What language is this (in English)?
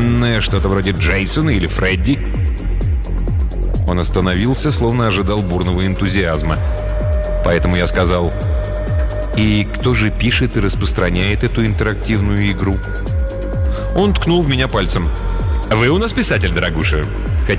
Russian